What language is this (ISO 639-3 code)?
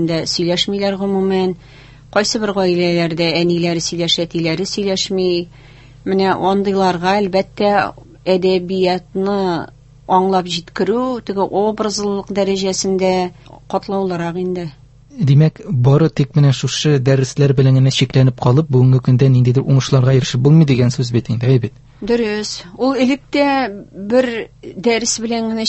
tat